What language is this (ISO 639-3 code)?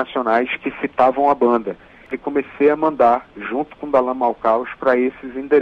por